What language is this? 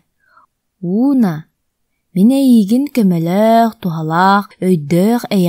Yakut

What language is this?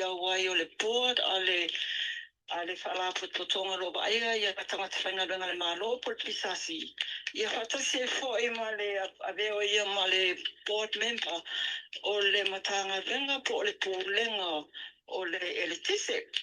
Samoan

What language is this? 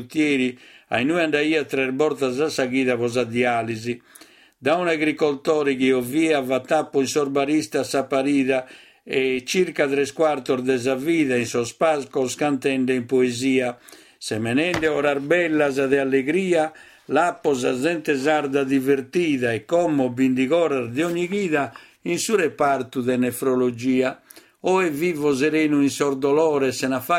Sardinian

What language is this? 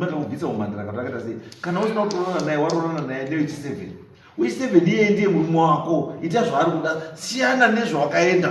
Shona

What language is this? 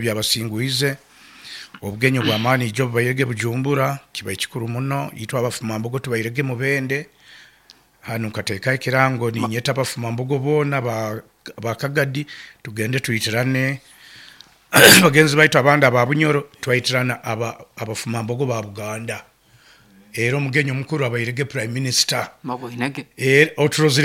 Nyoro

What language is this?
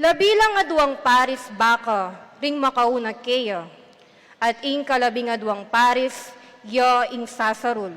Pampanga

